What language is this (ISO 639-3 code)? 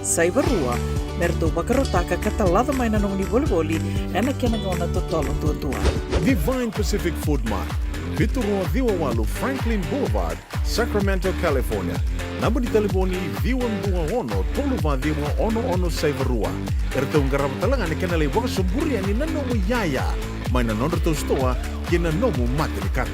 fij